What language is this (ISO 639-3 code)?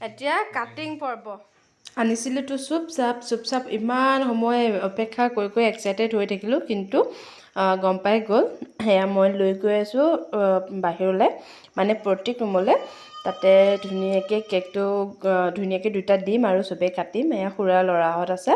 asm